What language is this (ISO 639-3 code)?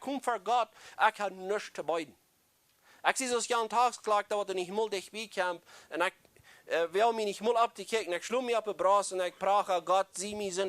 pdt